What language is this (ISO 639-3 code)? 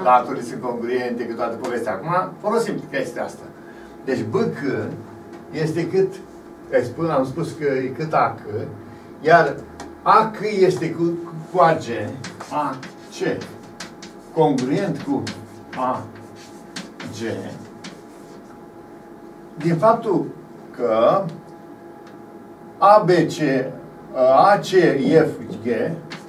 ron